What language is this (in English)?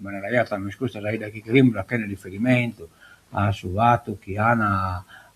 Sardinian